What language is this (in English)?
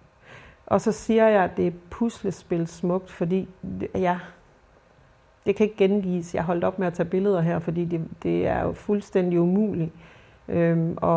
Danish